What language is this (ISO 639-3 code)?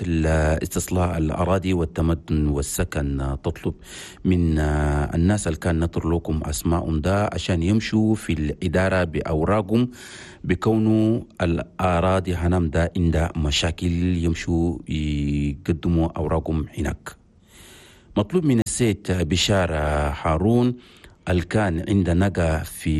shu